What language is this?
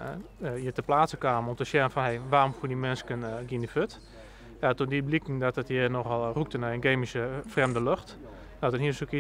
Western Frisian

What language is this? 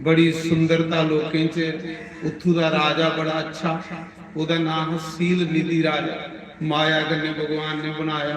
Dogri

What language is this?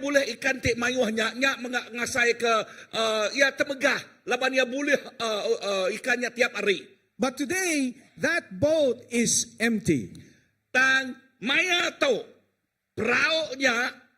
Iban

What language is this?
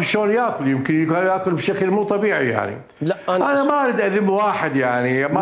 Mesopotamian Arabic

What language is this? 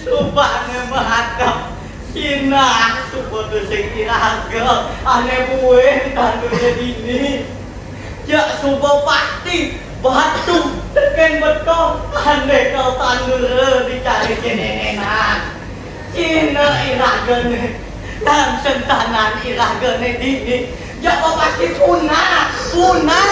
Balinese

